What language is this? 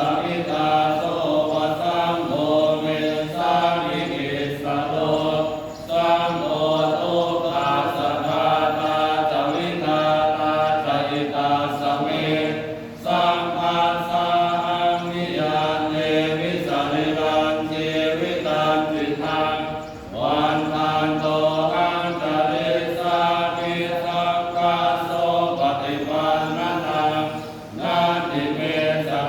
Pali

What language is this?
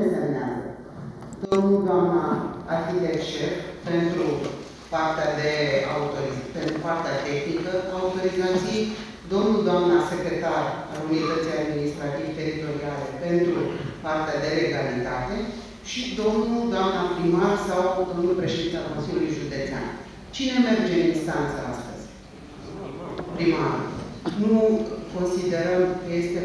Romanian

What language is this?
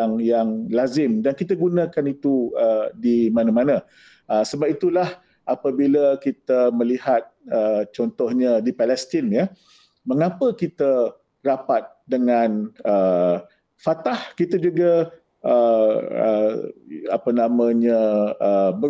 Malay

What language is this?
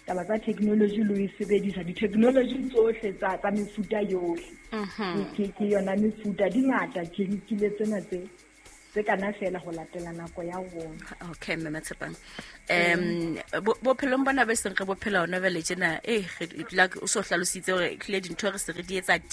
Southern Sotho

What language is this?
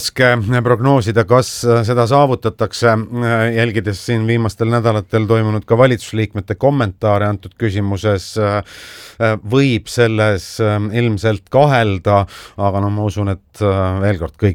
Estonian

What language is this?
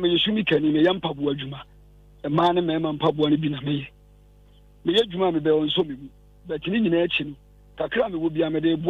Akan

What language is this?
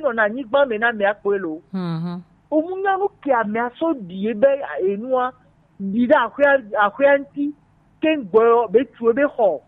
Gen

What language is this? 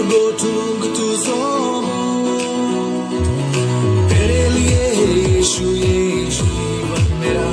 Konkani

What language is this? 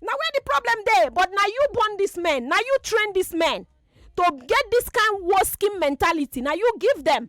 Nigerian Pidgin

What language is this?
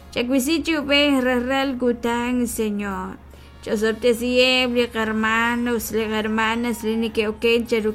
Kekchí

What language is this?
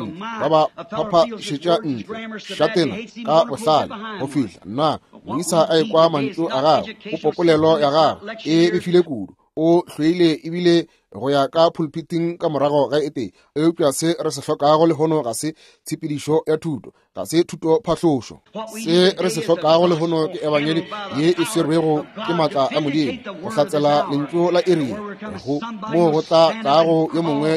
Northern Sotho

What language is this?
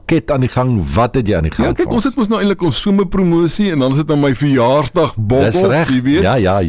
Afrikaans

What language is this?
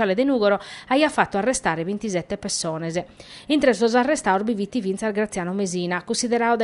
Sardinian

